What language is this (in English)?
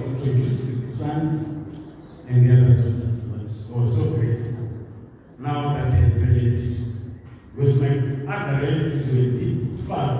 Tswana